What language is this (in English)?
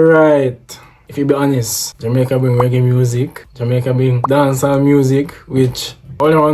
Jamaican Creole English